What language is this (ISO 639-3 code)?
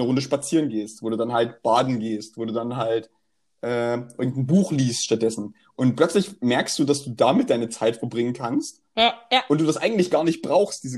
deu